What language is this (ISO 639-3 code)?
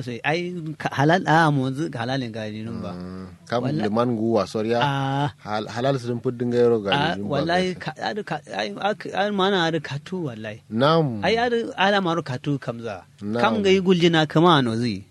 kau